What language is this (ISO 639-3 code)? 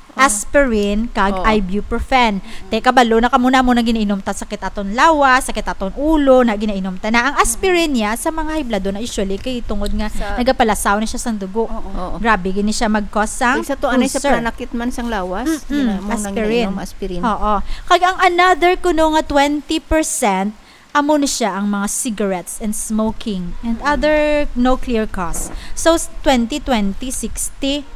hil